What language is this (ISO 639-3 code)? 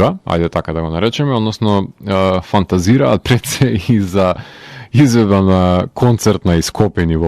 mkd